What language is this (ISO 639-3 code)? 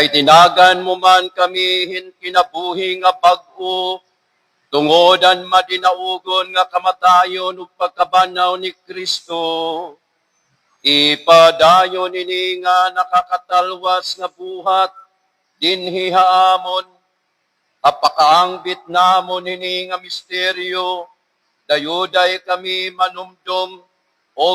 war